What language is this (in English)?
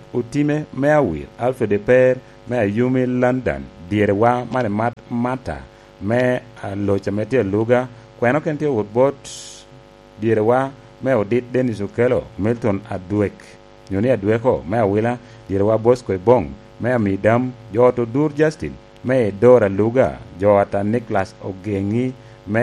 Lango (Uganda)